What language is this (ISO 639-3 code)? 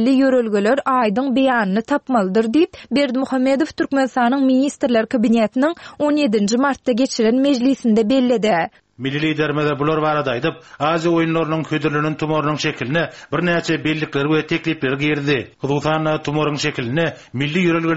tuk